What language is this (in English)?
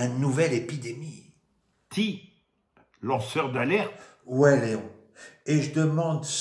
Picard